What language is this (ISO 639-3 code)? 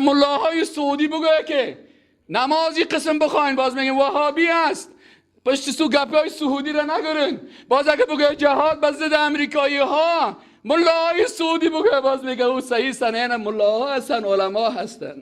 fas